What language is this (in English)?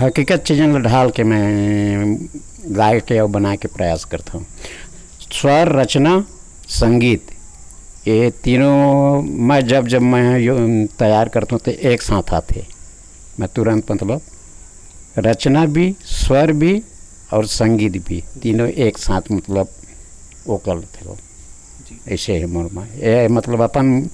Chhattisgarhi